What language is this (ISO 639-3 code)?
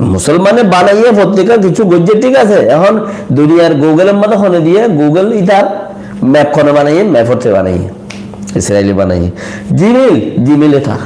rhg